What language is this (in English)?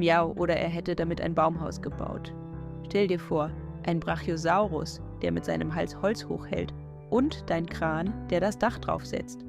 Swiss German